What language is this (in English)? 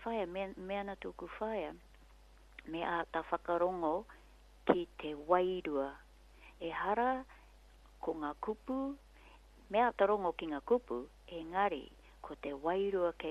Māori